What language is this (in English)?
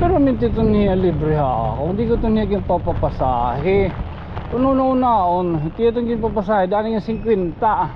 Waray